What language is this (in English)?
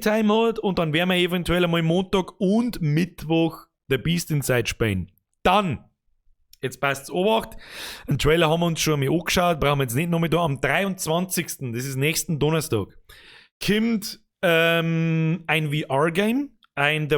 Bavarian